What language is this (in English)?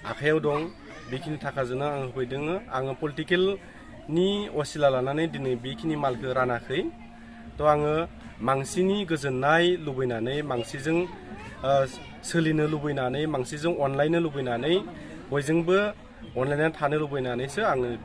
Bodo